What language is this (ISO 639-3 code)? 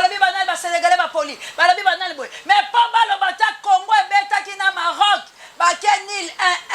lin